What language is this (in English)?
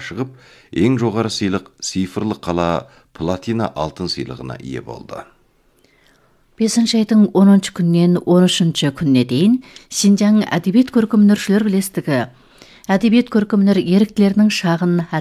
Kazakh